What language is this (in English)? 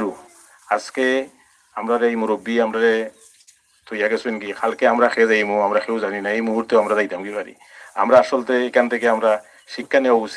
Sylheti